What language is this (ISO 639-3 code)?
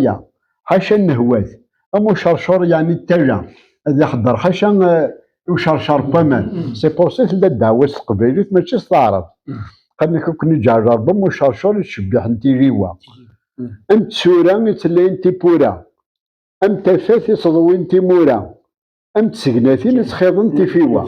kab